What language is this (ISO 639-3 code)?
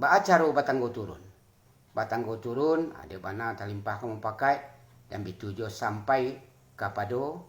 min